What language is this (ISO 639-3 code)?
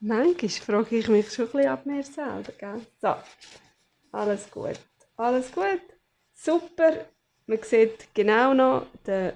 gsw